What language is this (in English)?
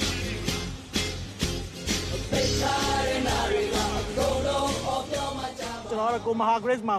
Burmese